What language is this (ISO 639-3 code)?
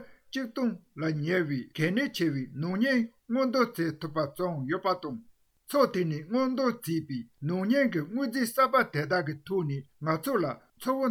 bod